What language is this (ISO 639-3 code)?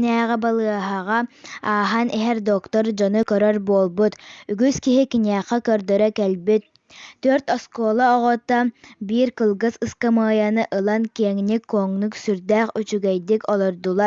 sah